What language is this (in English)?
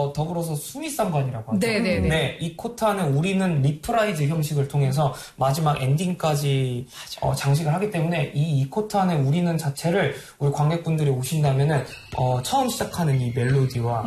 Korean